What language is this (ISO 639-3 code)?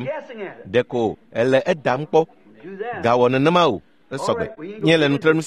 ewe